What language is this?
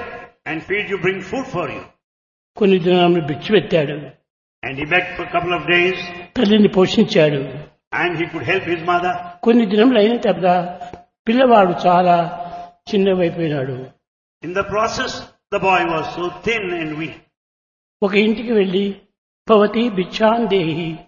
Telugu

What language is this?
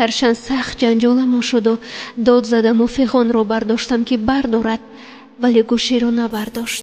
Tajik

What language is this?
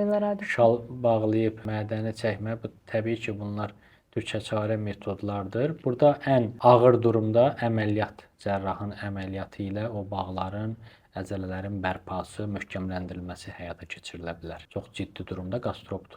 Azerbaijani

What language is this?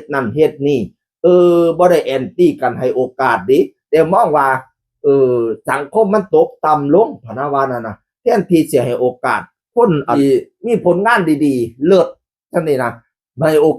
Northeastern Thai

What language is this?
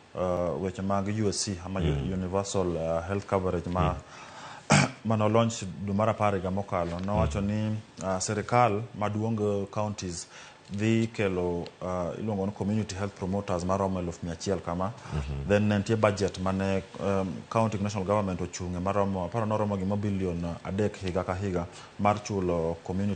Luo (Kenya and Tanzania)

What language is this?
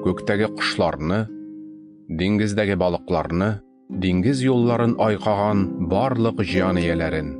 Tatar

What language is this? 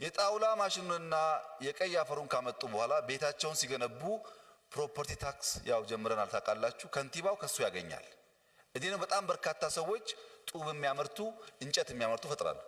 Amharic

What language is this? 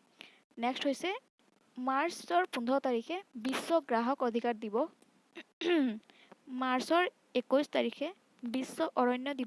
Assamese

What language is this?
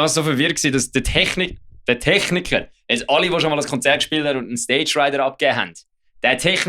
Swiss German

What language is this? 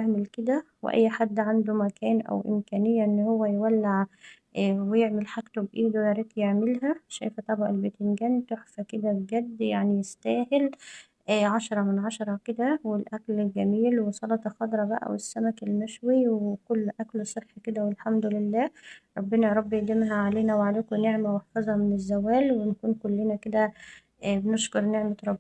Egyptian Arabic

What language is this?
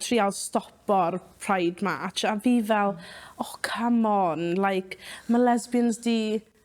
Welsh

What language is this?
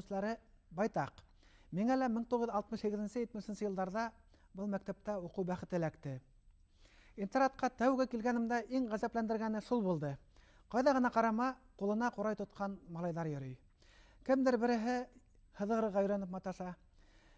Bashkir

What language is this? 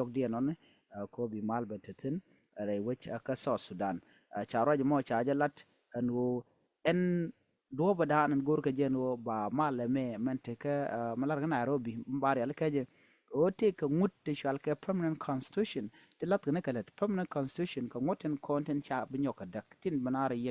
Nuer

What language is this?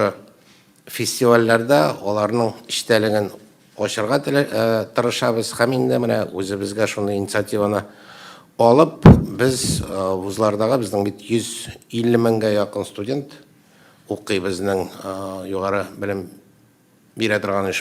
Tatar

